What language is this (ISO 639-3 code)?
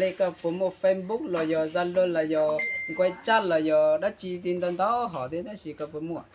hmn